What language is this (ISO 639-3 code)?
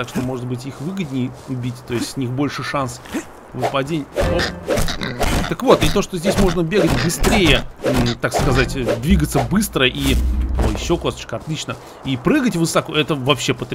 rus